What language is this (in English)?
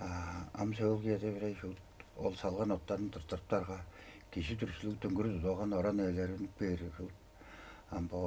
Tuvinian